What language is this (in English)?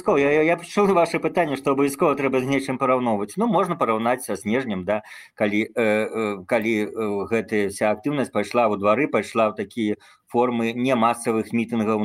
Belarusian